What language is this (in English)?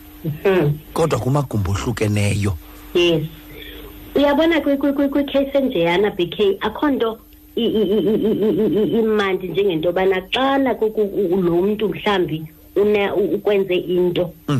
Xhosa